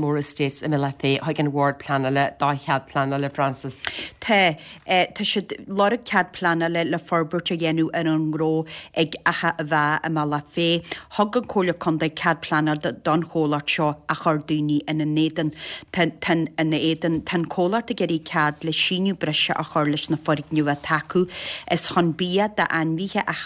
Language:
Irish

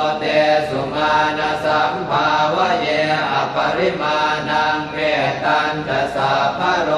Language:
Pali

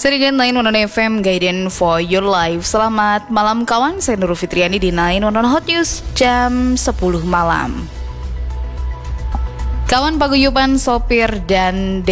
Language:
Indonesian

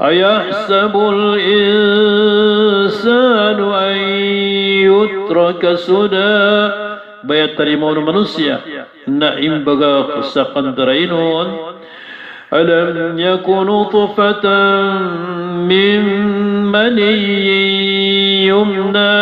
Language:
Maranao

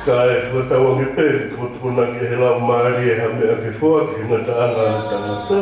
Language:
Tongan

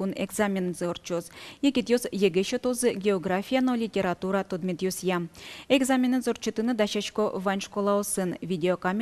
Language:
Udmurt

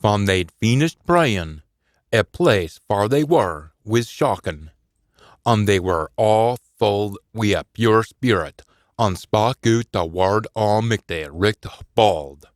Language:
Scots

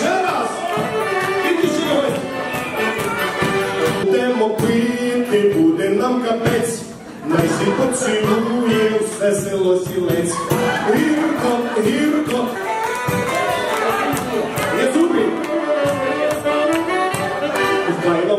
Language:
Ukrainian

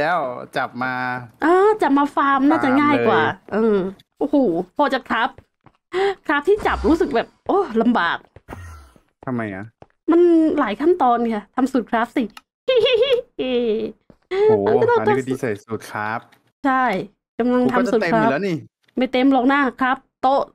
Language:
Thai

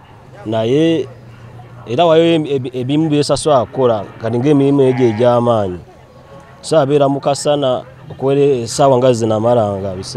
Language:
Ganda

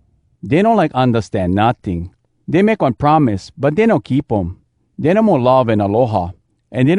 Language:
Hawai'i Creole English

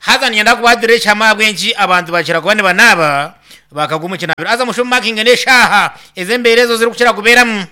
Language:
Nyankole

